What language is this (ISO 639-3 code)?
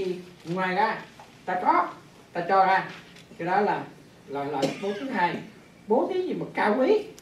vie